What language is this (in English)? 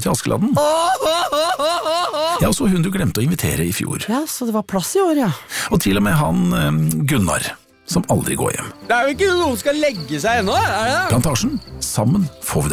Norwegian